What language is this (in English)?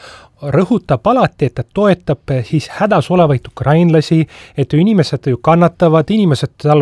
Estonian